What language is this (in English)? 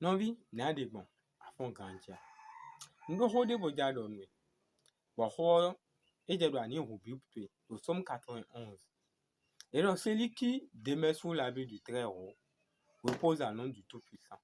Fon